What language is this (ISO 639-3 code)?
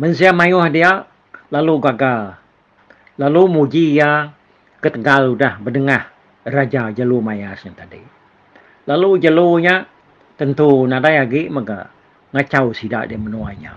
iba